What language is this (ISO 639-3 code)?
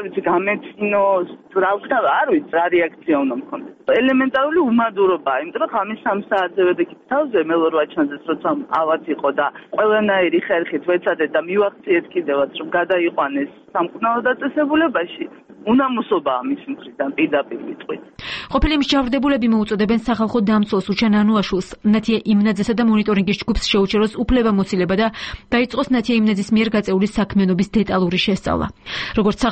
kat